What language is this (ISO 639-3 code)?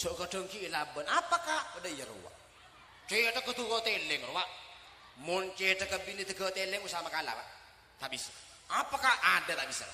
mad